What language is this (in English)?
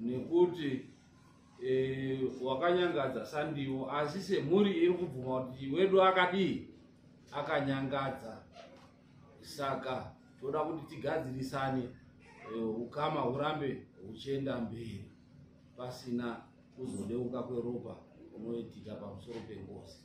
Shona